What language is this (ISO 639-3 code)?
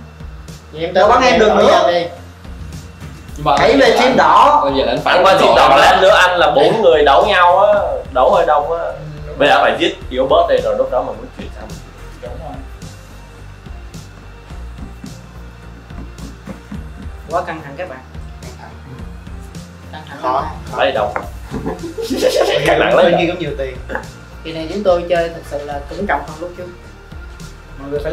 vie